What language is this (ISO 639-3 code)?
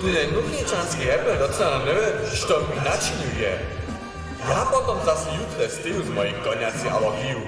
hsb